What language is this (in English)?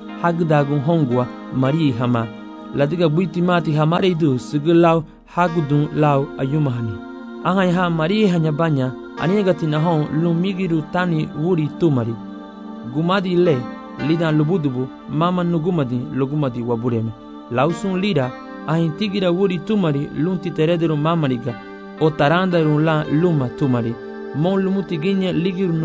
Garifuna